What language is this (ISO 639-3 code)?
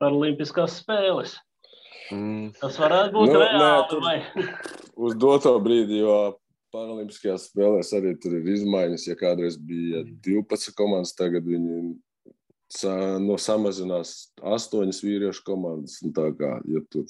lav